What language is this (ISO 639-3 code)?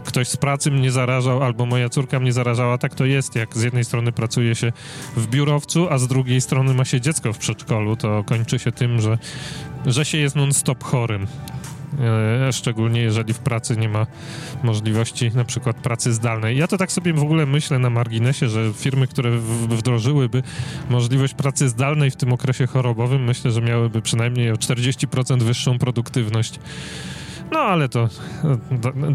pol